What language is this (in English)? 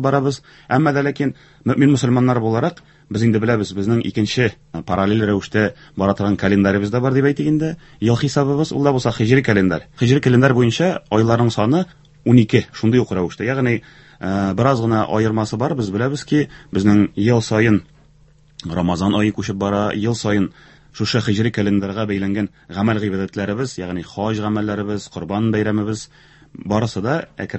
Tatar